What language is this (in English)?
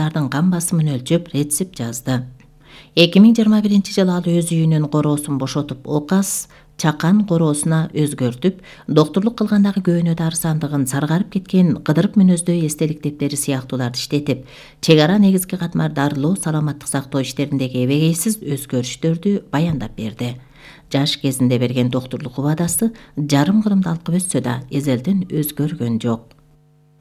Kyrgyz